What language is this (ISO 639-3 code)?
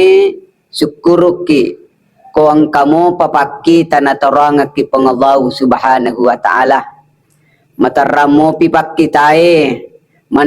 bug